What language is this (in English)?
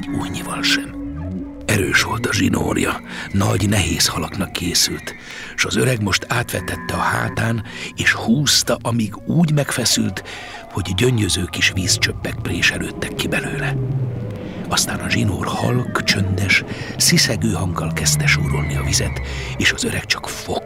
Hungarian